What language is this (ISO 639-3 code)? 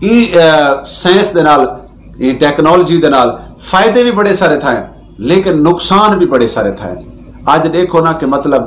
skr